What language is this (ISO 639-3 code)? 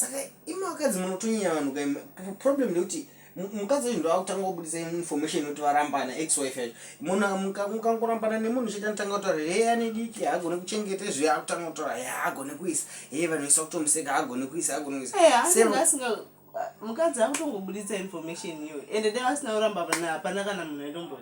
sna